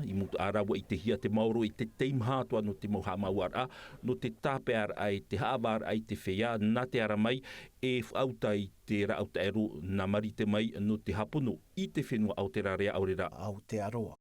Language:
Tahitian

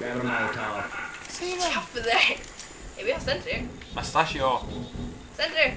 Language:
Faroese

